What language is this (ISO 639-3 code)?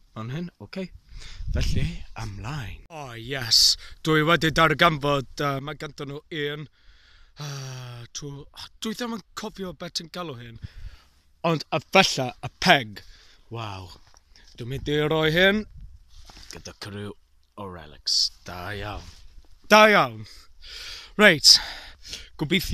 cym